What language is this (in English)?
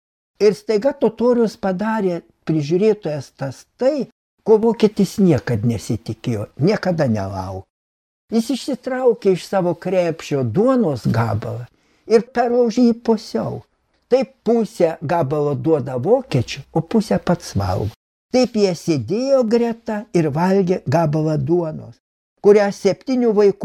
Lithuanian